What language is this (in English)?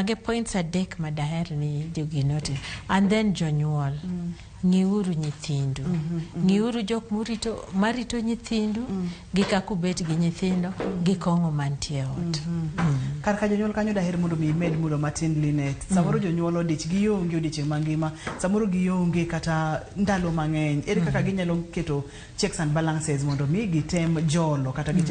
Luo (Kenya and Tanzania)